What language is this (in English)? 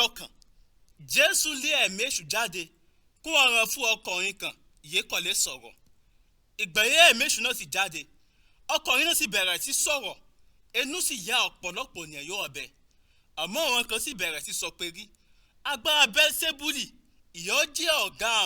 Yoruba